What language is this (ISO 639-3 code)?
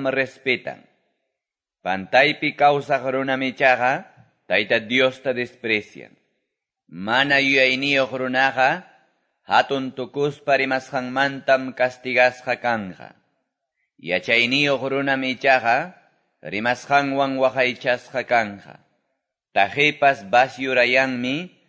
que